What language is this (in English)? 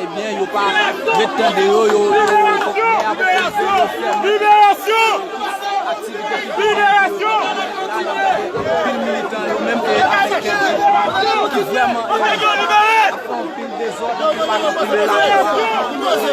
Haitian Creole